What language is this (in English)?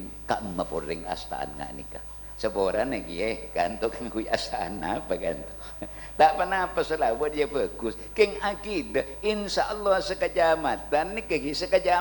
Madurese